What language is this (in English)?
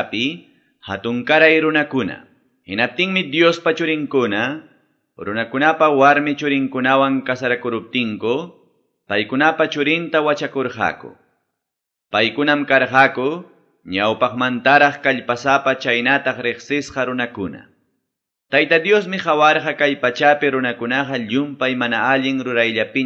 Quechua